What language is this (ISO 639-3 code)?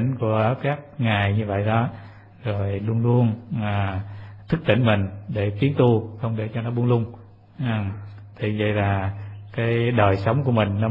vie